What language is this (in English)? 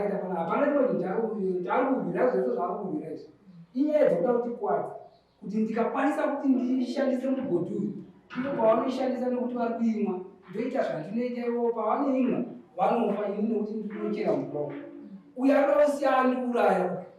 Shona